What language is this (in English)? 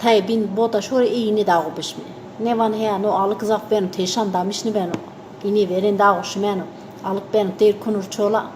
Zaza